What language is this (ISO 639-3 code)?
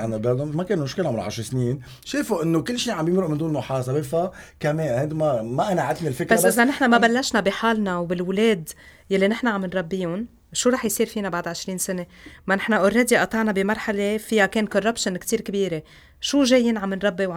apc